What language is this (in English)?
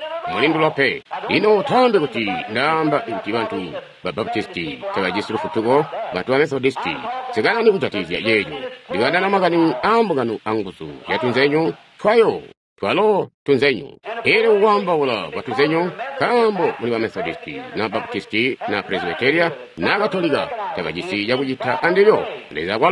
Tonga (Zambia)